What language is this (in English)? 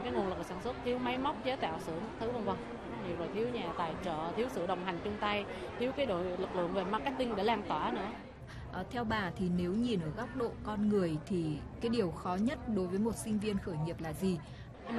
Vietnamese